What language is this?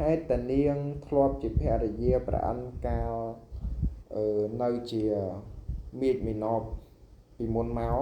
Khmer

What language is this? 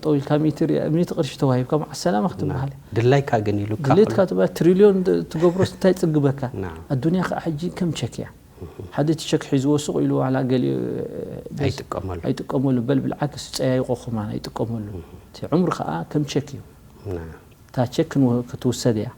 Tigrinya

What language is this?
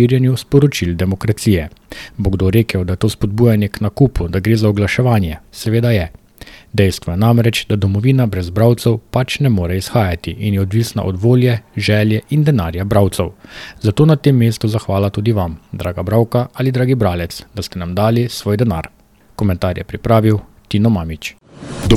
Slovenian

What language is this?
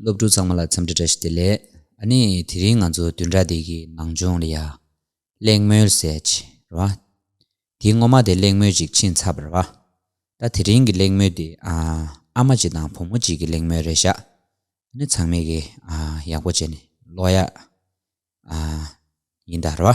Tibetan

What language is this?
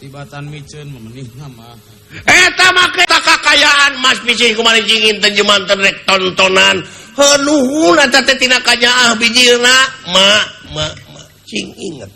Sundanese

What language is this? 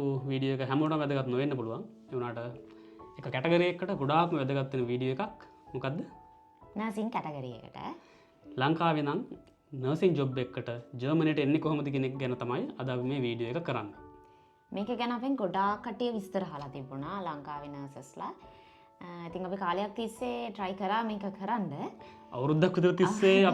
Sinhala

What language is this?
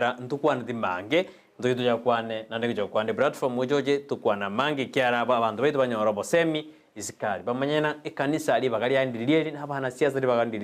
Gusii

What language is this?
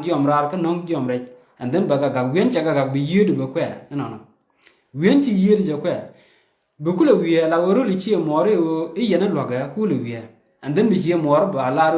Nuer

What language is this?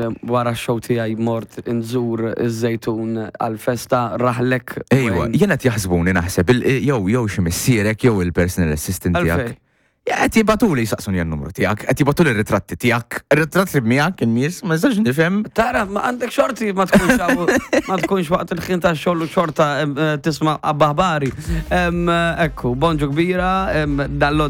Maltese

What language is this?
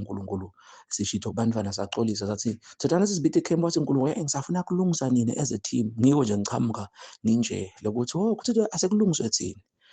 Zulu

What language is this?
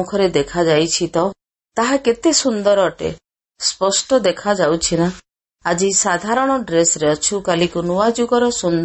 Odia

